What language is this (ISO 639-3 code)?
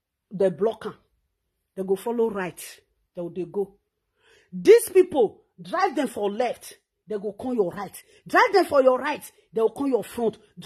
pcm